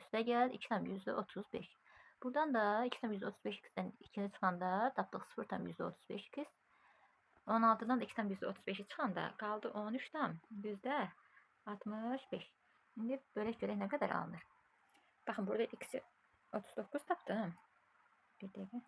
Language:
Azerbaijani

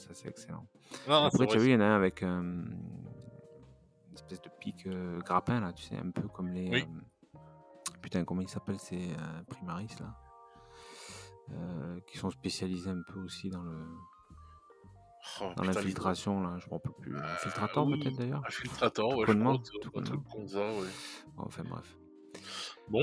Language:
French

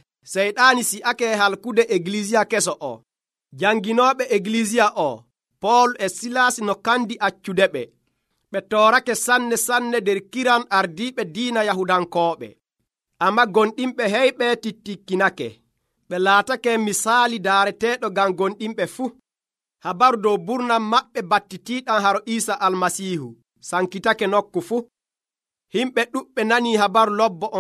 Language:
Nigerian Fulfulde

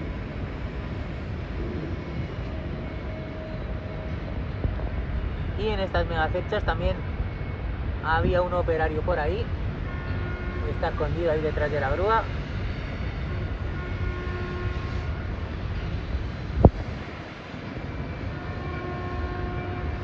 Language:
Spanish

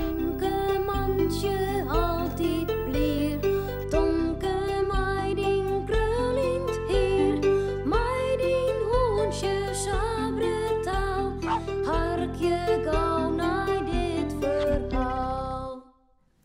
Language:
Western Frisian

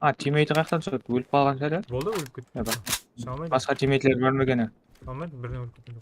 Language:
Kara-Kalpak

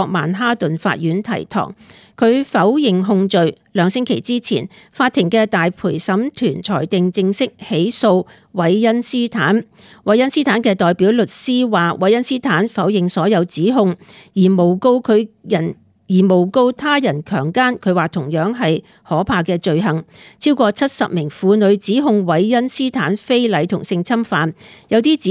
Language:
Cantonese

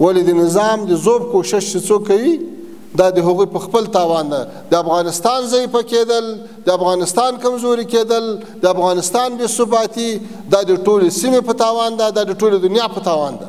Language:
Pashto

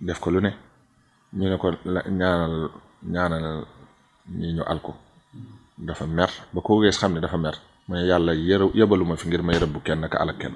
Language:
Wolof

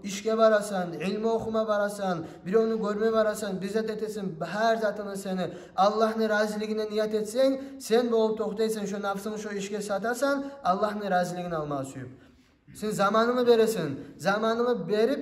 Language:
Kumyk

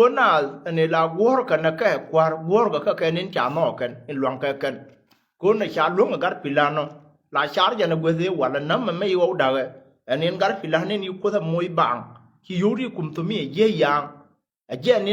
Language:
Nuer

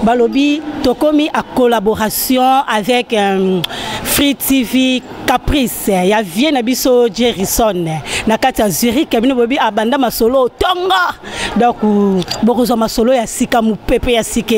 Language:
Lingala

